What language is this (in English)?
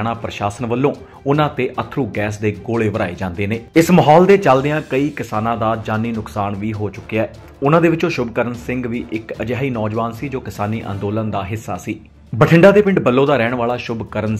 Punjabi